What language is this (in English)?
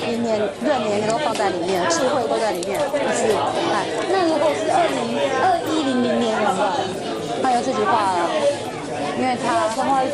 Chinese